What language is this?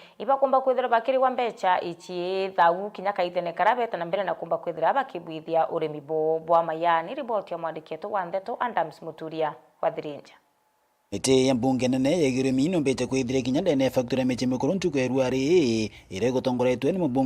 Meru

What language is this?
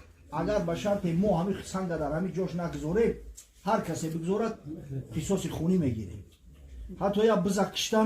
Tajik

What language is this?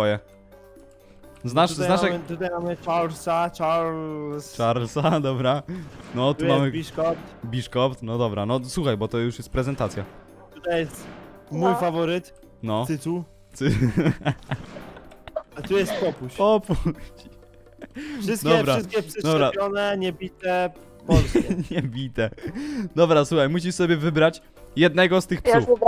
Polish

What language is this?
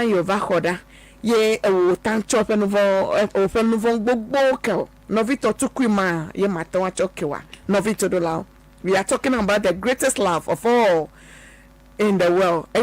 Ewe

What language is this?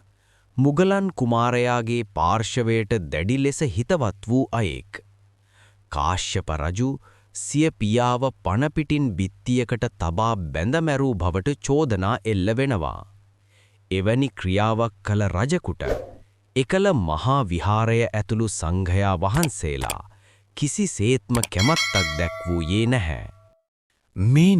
Sinhala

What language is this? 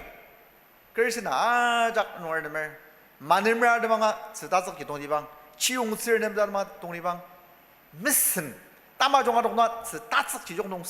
Ao Naga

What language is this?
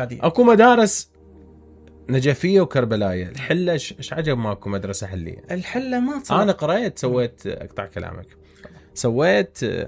Mesopotamian Arabic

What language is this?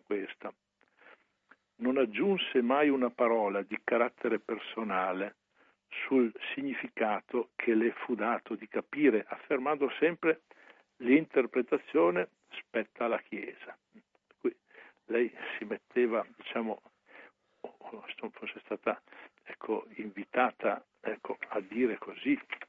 Italian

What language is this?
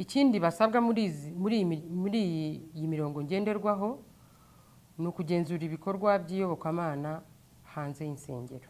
Kinyarwanda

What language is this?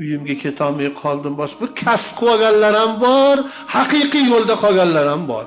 Uzbek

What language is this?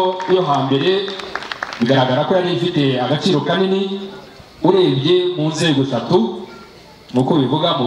Kinyarwanda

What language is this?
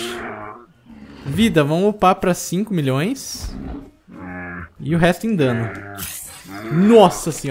Portuguese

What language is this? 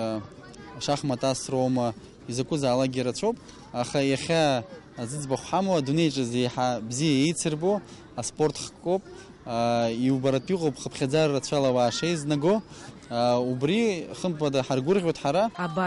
Abkhazian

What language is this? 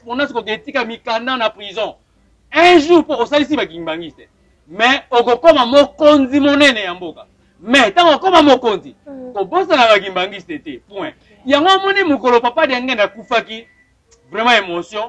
Lingala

